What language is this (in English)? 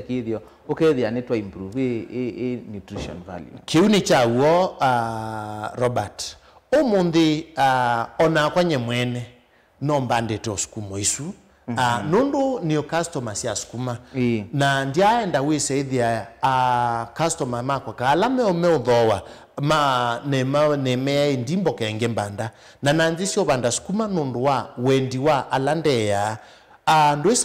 Kamba